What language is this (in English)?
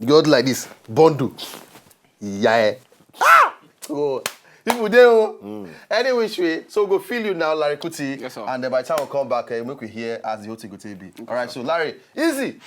Nigerian Pidgin